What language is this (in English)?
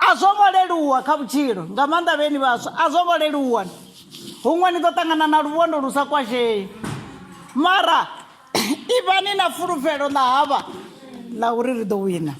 Venda